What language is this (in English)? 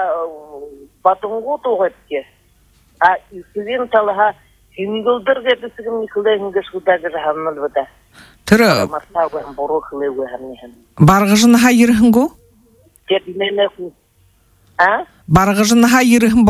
Buriat